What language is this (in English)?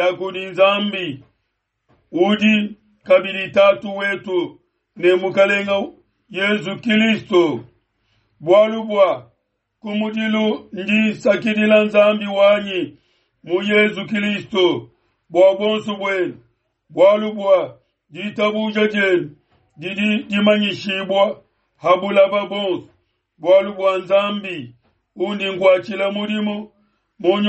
Luba-Lulua